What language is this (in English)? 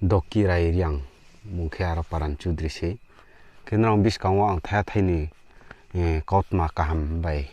Riang (India)